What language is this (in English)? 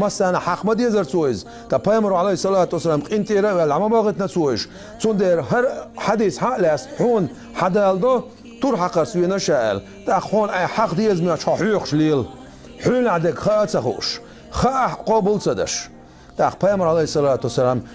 Chechen